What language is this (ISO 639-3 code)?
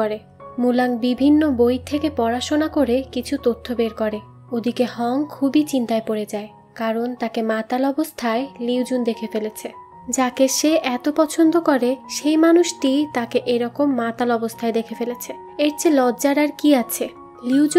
ben